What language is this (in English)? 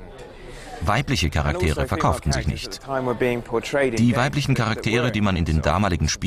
German